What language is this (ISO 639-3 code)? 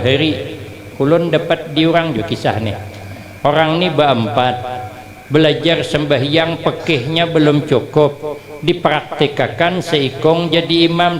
bjn